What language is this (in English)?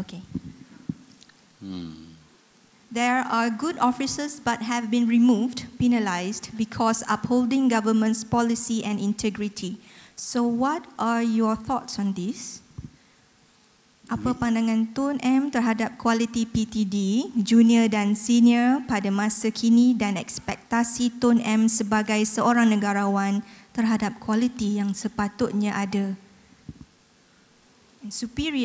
Malay